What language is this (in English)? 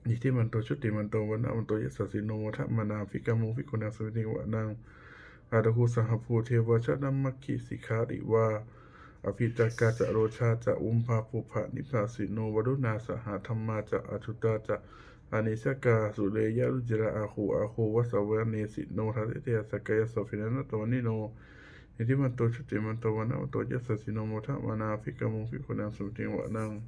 Pali